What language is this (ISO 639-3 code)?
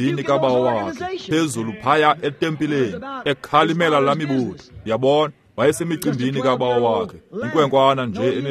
xho